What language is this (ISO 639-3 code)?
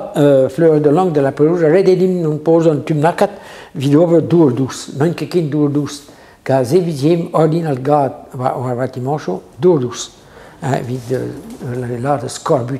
bre